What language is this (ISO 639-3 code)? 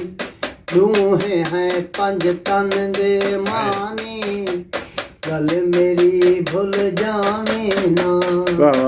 skr